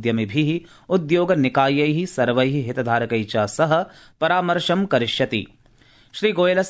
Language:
Sanskrit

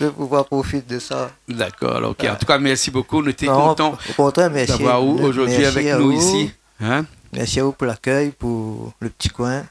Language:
Réunion Creole French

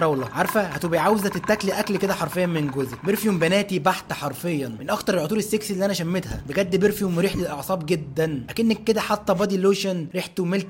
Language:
Egyptian Arabic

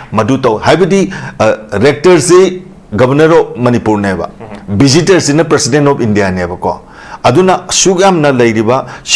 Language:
Manipuri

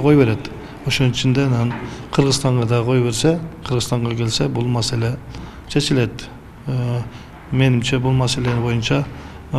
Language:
Kyrgyz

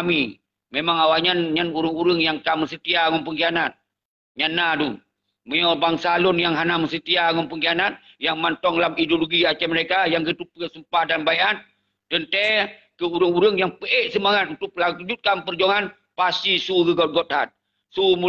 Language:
Achinese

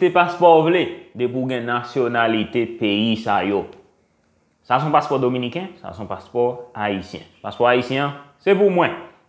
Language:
Haitian Creole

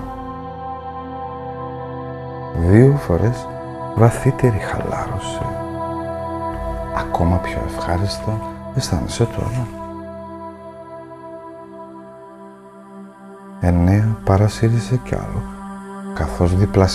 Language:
Greek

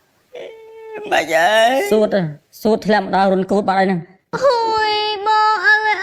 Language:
Khmer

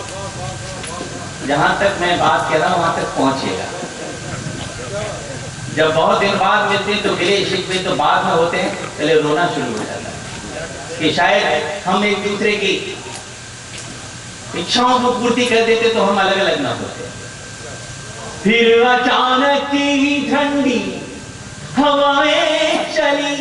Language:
Hindi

